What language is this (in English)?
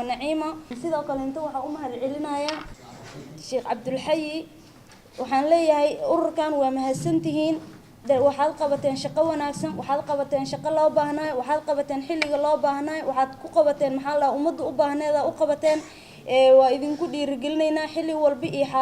Somali